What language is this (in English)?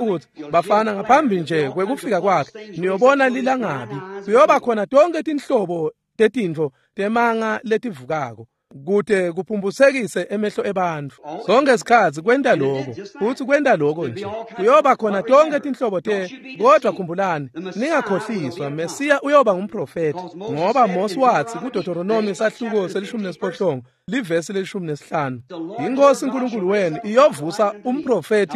Swati